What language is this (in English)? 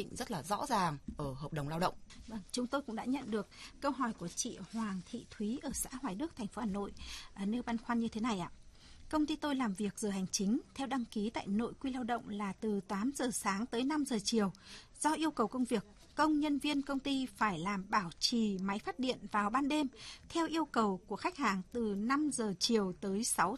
Vietnamese